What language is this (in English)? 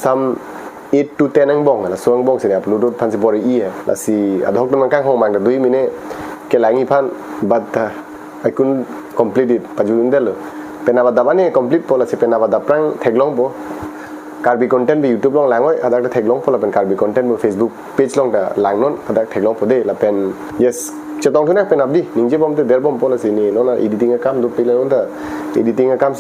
Karbi